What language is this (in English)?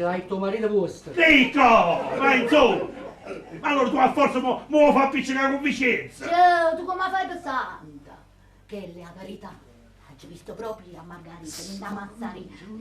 Neapolitan